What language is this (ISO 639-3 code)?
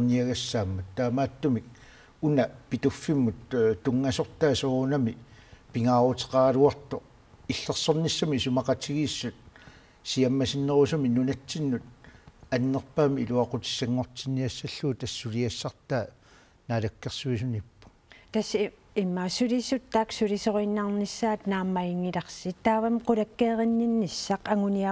kal